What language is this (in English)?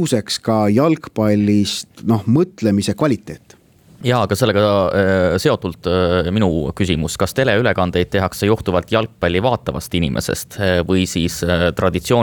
Estonian